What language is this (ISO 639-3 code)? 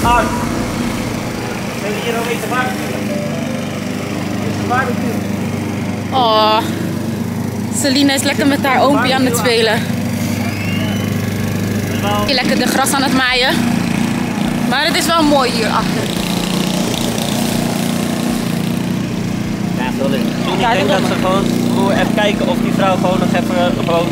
nld